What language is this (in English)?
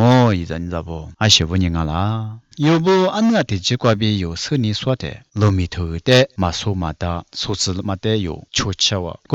Lisu